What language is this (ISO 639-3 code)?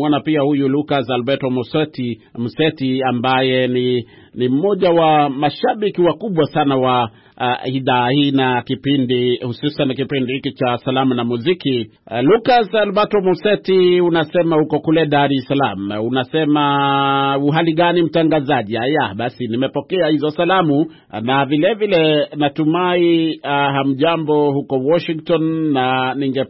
swa